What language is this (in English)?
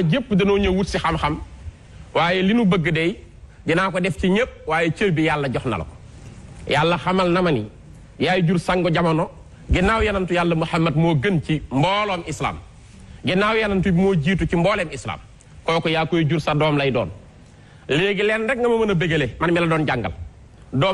Wolof